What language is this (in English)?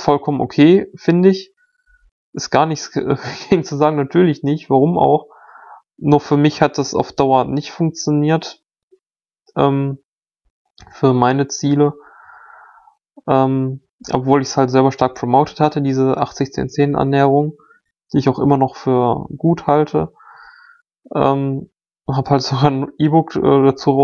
German